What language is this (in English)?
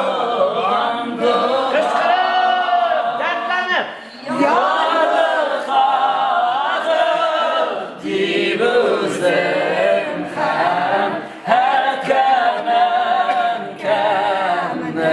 Tatar